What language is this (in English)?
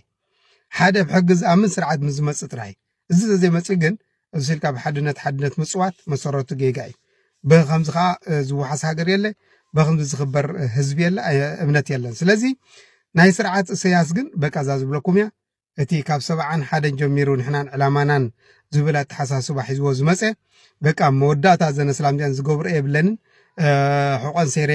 Tigrinya